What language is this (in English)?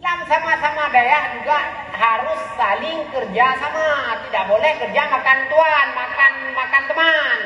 Achinese